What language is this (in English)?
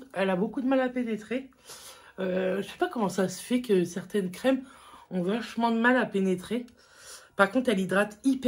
French